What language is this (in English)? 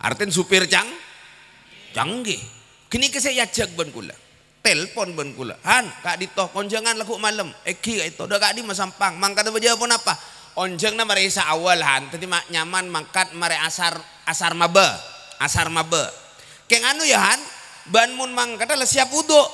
Madurese